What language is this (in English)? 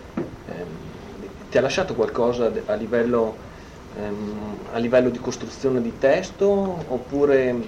Italian